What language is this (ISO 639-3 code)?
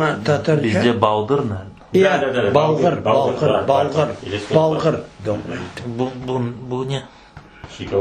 crh